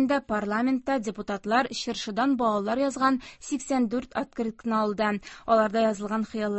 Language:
Tatar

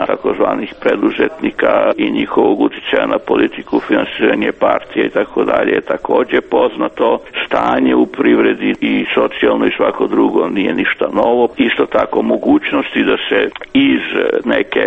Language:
Serbian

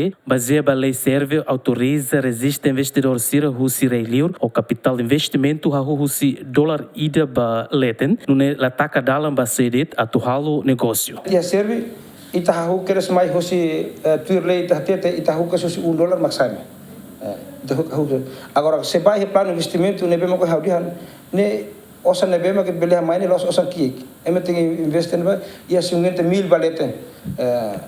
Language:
Tetum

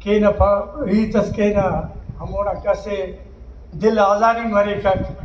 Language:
Brahui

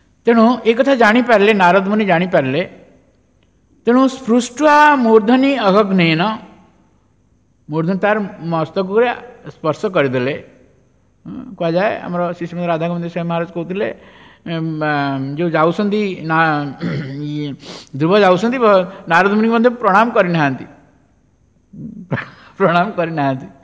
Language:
Odia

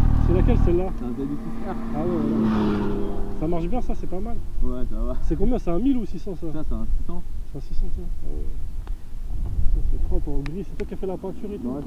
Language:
French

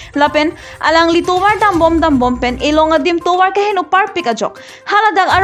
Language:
Karbi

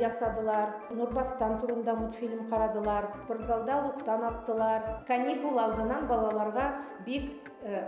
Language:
Bashkir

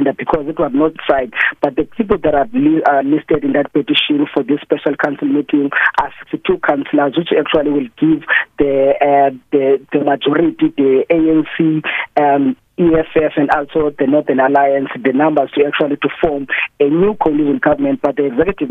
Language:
English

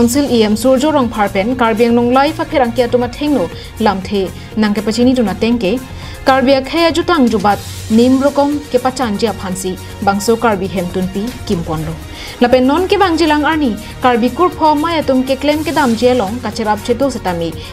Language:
Karbi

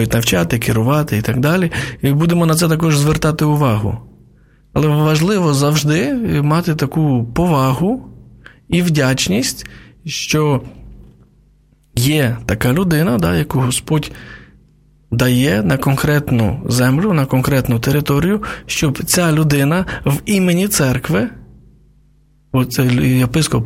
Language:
Ukrainian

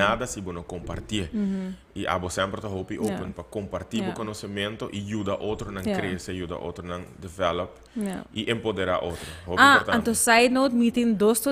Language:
Papiamento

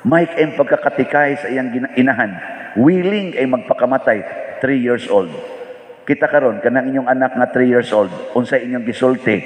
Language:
Cebuano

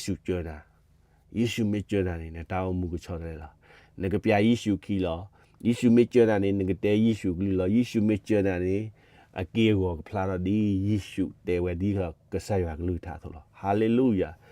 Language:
S'gaw Karen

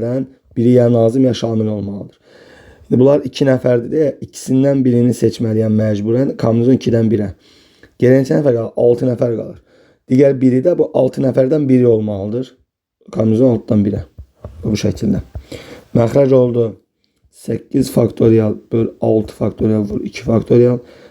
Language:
Azerbaijani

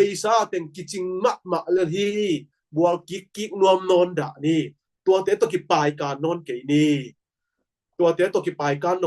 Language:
Tedim Chin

